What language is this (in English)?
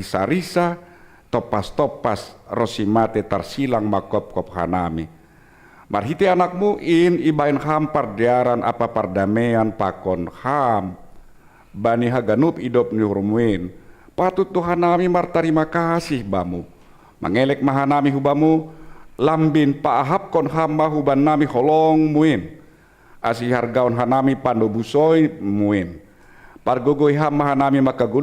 Batak Simalungun